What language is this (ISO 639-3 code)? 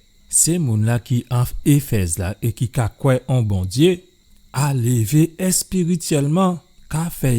gcf